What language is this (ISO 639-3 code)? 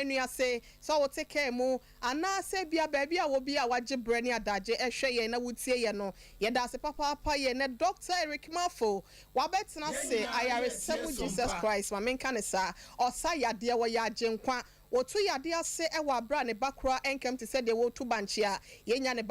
aka